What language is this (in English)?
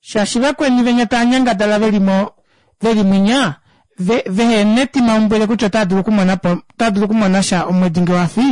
Kuanyama